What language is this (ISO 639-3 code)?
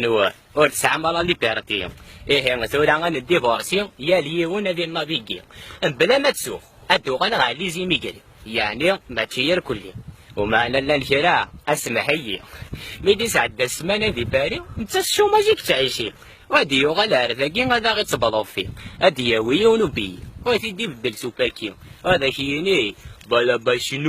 kab